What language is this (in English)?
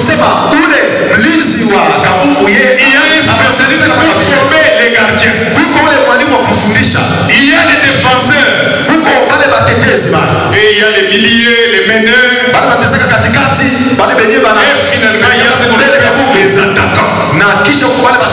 Swahili